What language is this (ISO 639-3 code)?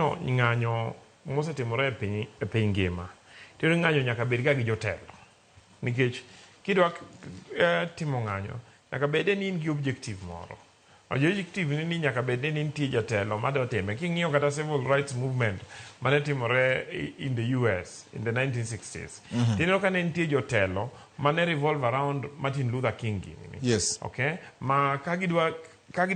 luo